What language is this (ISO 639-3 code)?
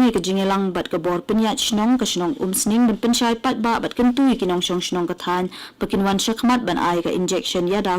kha